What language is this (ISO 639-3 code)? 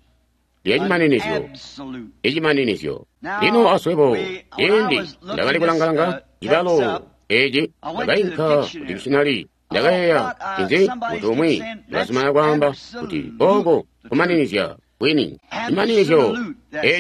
toi